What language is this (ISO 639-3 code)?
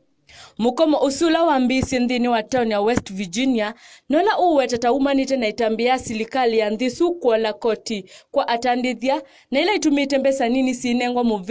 kam